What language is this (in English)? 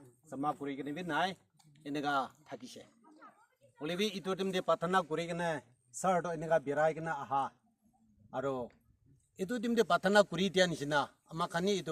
Naga Pidgin